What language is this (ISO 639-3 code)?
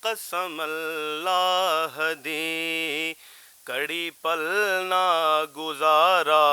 lah